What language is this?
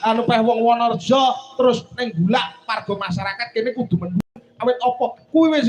Javanese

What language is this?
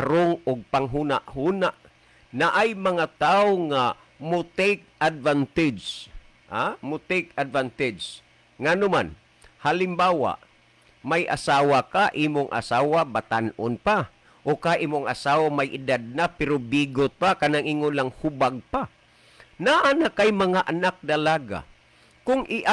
Cebuano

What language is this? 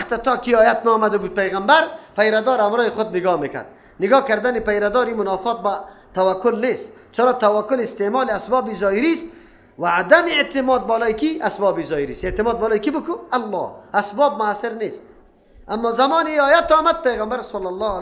Persian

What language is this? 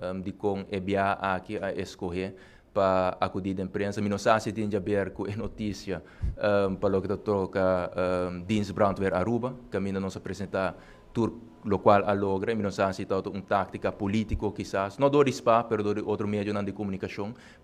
Papiamento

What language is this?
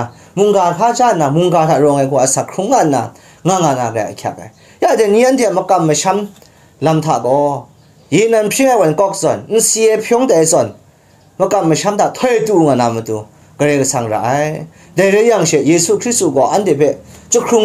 Kachin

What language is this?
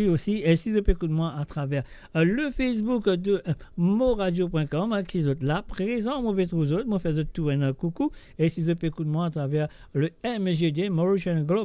Morisyen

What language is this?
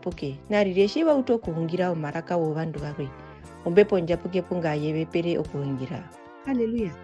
Herero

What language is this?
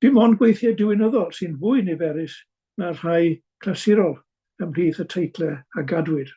Welsh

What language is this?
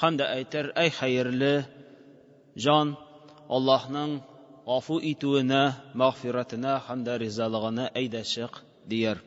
Tatar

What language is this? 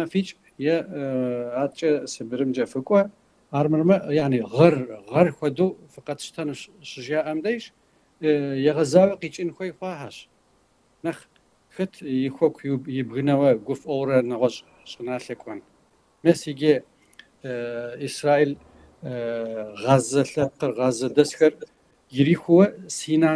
Kabardian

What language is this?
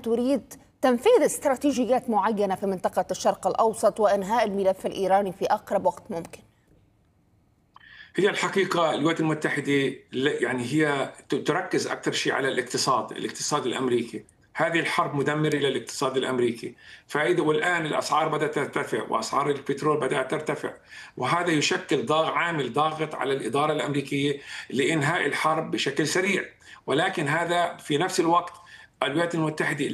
Arabic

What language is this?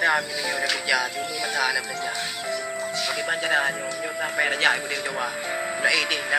Achinese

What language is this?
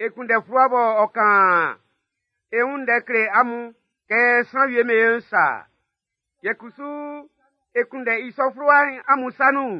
Baoulé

